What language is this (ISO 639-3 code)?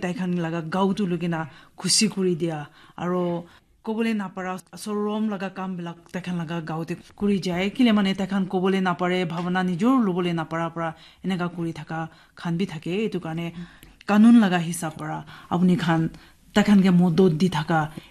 nag